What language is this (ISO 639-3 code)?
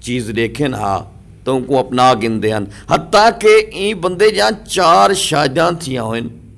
skr